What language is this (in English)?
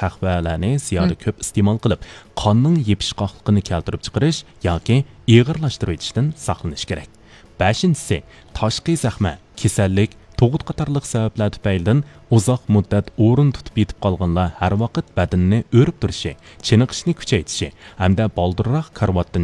Uyghur